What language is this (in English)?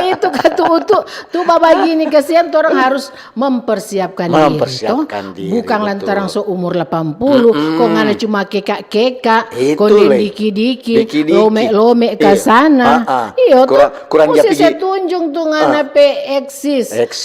Manado Malay